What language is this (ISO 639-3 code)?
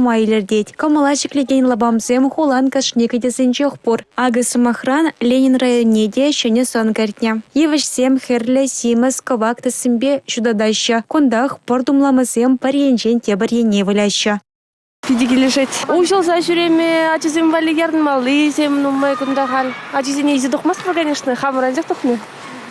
chv